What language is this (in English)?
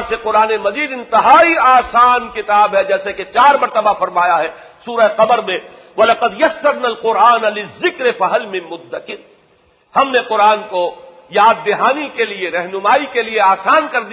Urdu